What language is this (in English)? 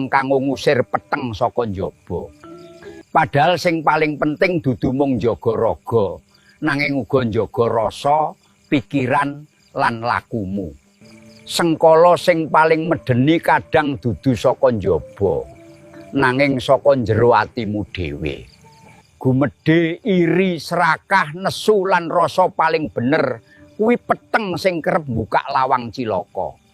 Javanese